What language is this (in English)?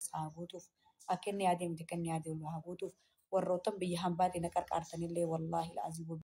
Oromo